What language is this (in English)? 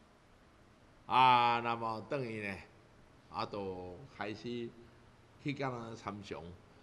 Chinese